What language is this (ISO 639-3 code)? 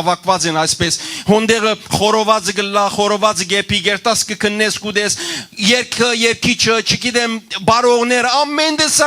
hyw